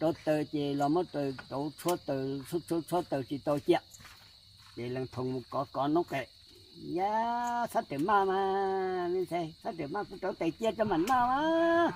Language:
Hmong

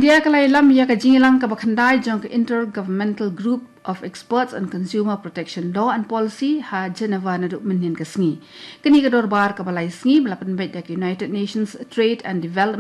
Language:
Khasi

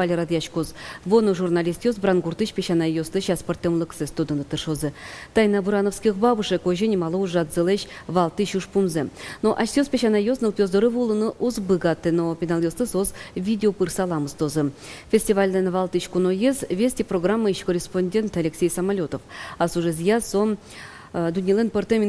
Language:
Udmurt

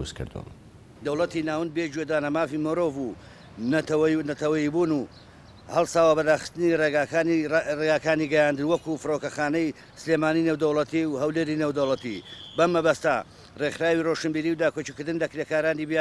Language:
Central Kurdish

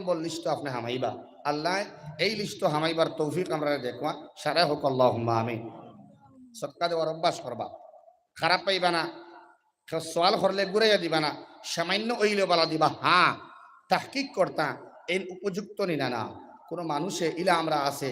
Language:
Sylheti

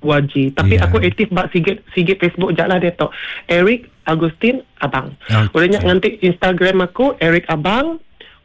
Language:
Iban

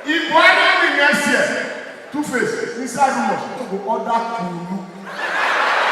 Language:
Nigerian Pidgin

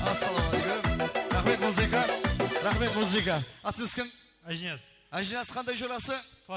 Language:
Kara-Kalpak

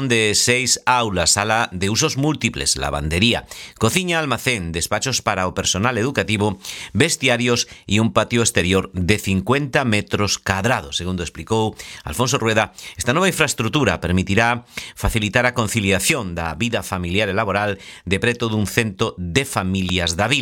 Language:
Galician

